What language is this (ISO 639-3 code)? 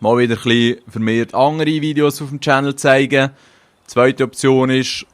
gsw